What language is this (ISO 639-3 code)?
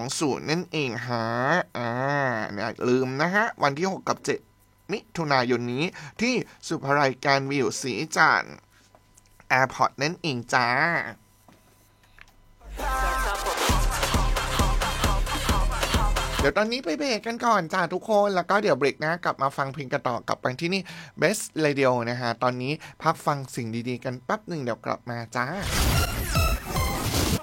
tha